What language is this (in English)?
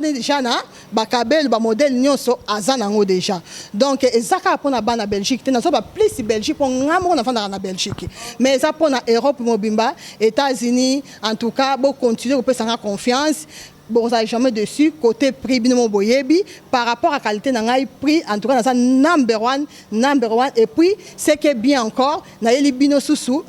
Lingala